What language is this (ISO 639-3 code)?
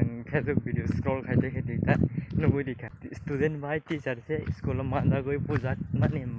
trp